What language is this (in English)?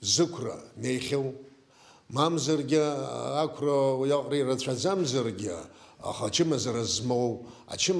Abkhazian